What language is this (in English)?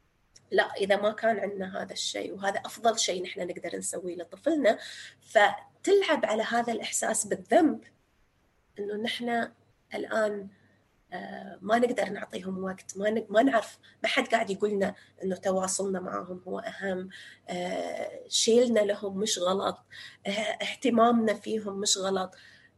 North Levantine Arabic